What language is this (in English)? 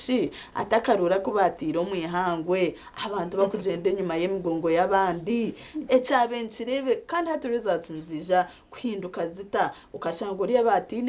Nyankole